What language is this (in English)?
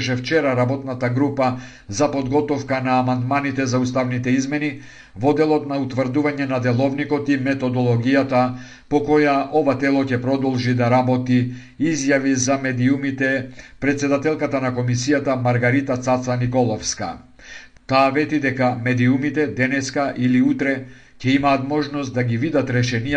Macedonian